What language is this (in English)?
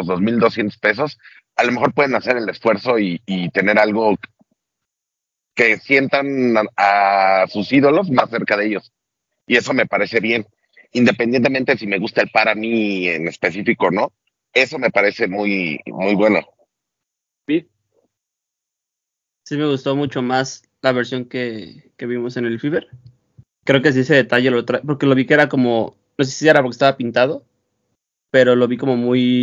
Spanish